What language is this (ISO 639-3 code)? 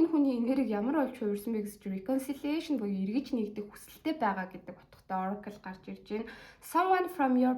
mon